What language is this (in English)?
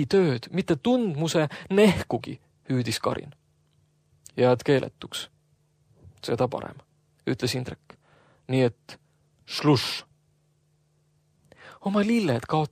Estonian